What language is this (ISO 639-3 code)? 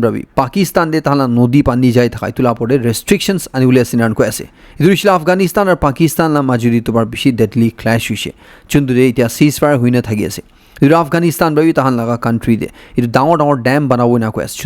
nag